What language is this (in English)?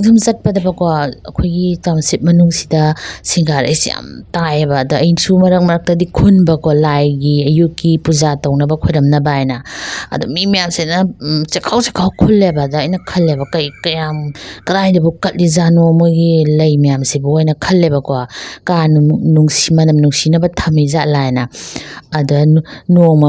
Manipuri